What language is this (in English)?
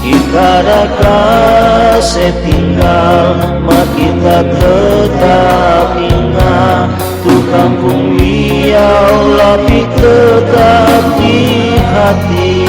Manado Malay